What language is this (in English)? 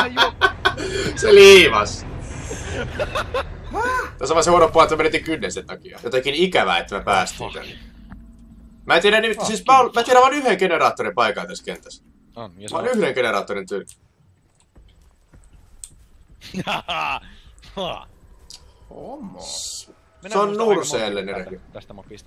Finnish